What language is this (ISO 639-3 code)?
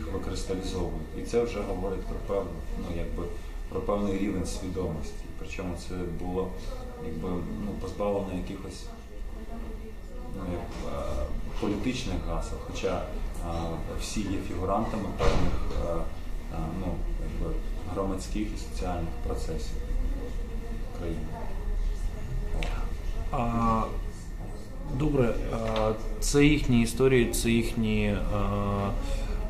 ukr